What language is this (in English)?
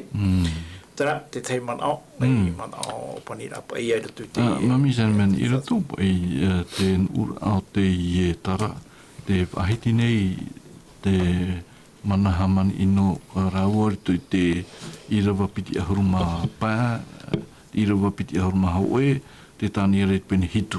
Tahitian